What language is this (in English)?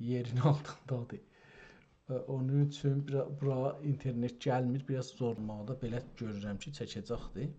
South Azerbaijani